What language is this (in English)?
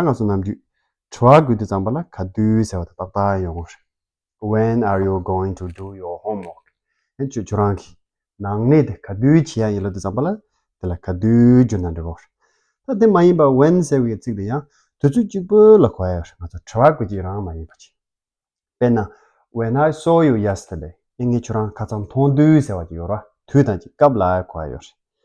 Tibetan